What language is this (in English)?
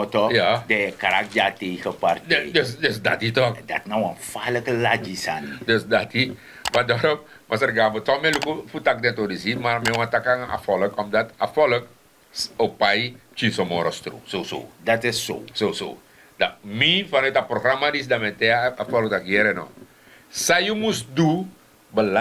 Sranan Tongo